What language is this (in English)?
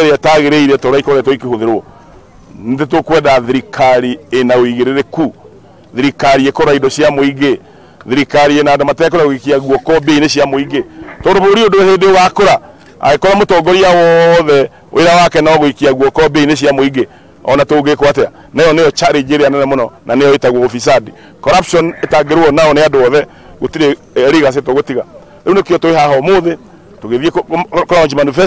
Kikuyu